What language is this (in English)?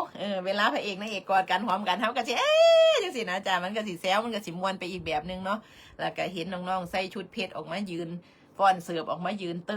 Northeastern Thai